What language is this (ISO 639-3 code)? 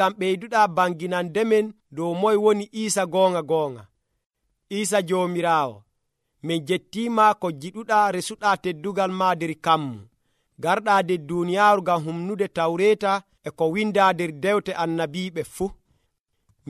fuv